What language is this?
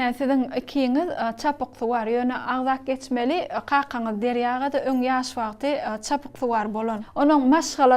Turkmen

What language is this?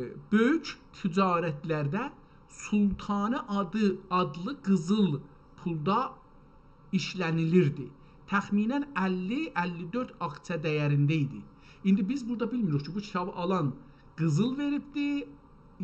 South Azerbaijani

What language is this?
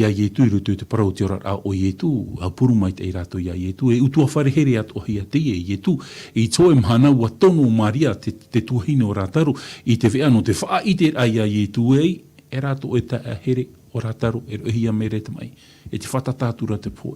Tahitian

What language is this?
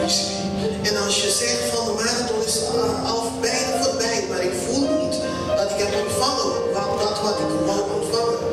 Papiamento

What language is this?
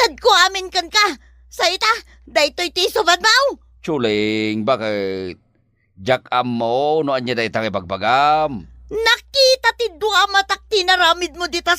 Iloko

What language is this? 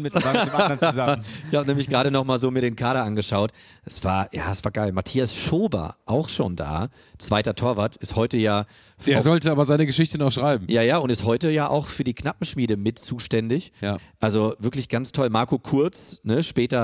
German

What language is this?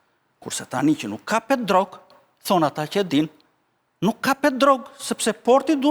Albanian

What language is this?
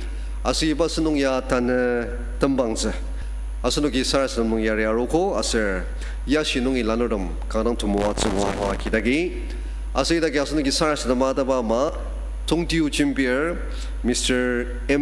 Ao Naga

